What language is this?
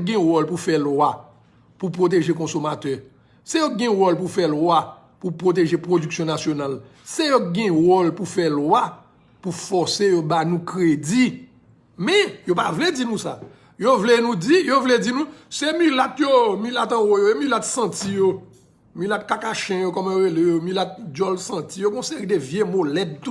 Haitian Creole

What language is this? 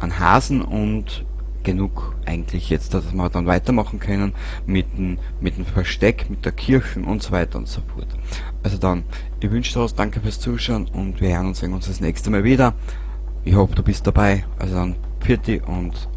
Bavarian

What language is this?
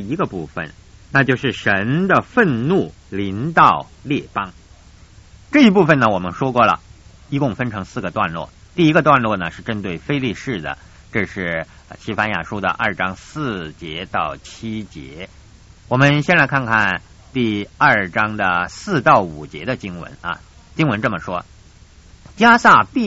Chinese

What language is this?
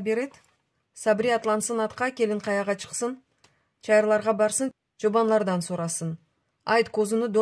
Crimean Tatar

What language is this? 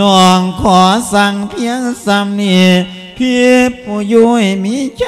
Lao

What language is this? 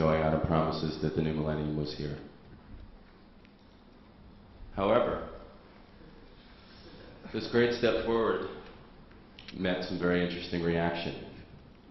English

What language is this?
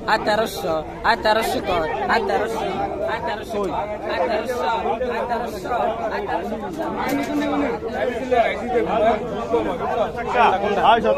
Bangla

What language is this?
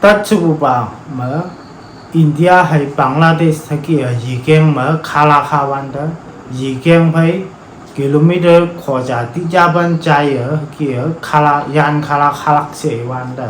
Konyak Naga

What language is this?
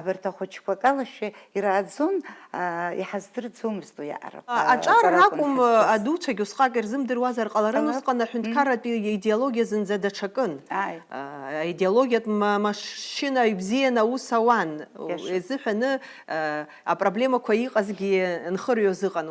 Abkhazian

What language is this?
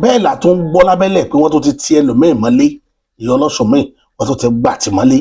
Yoruba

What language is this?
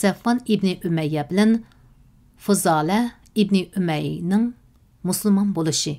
Uyghur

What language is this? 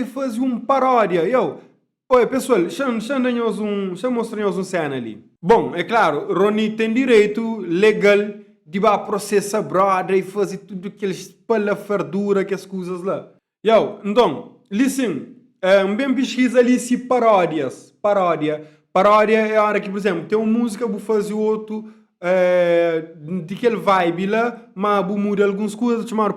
Kabuverdianu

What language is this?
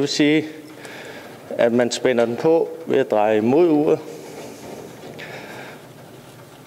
Danish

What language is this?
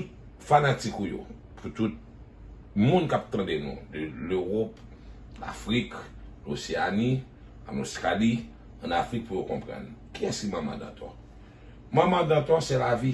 Haitian Creole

